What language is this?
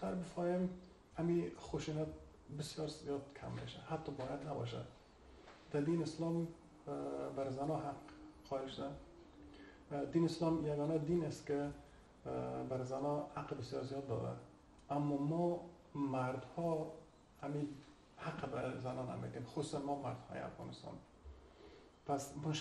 Persian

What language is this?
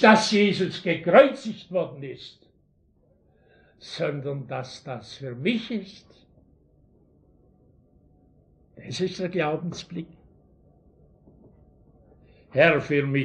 German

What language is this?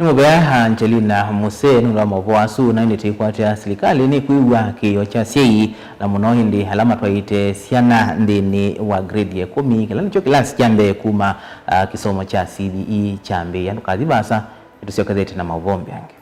Kamba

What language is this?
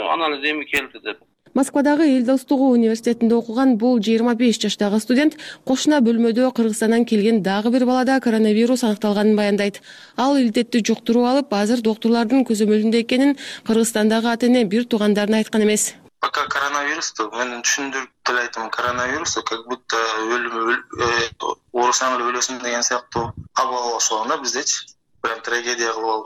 Kyrgyz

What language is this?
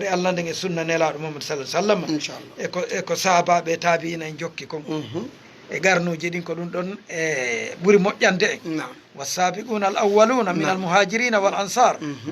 Fula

